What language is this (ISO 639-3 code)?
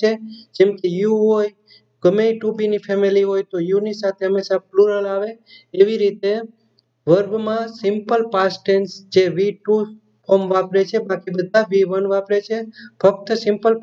guj